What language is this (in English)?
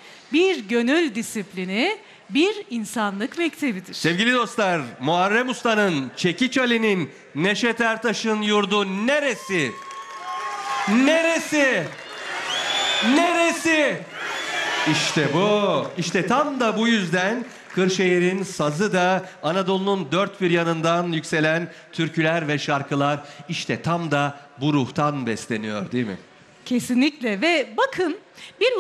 Turkish